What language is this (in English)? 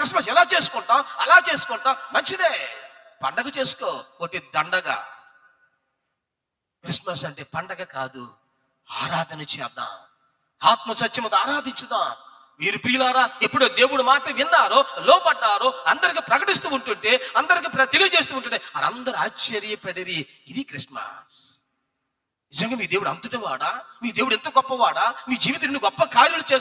Telugu